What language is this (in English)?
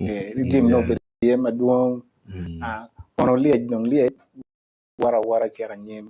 Acoli